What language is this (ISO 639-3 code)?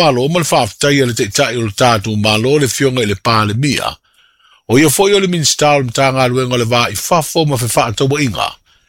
smo